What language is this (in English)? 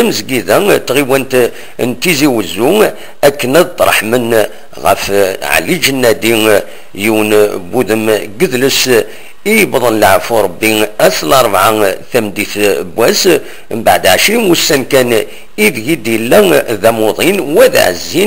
Kabyle